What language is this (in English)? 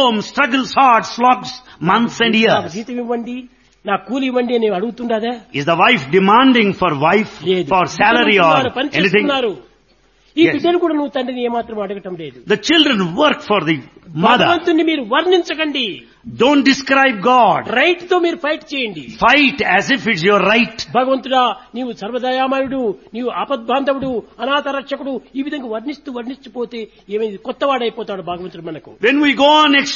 Telugu